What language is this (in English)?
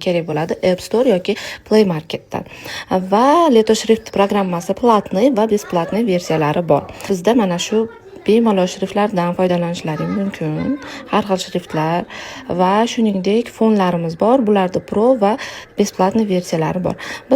Uzbek